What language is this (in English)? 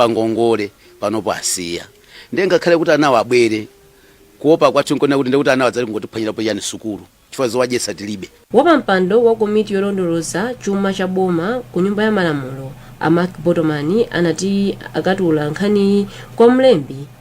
Nyanja